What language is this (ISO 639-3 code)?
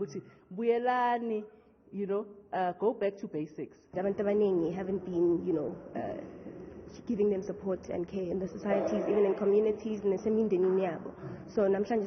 zul